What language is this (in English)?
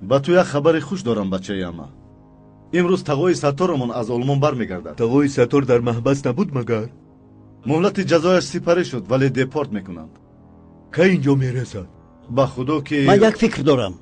Tajik